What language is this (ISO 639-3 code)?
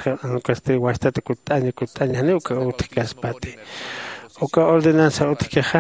aym